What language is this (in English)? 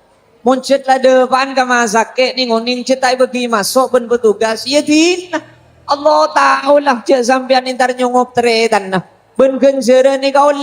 Madurese